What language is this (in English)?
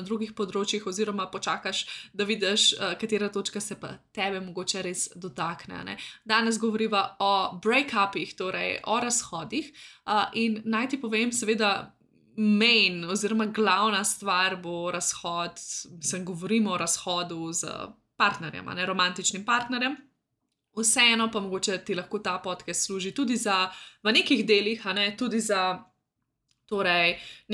Slovenian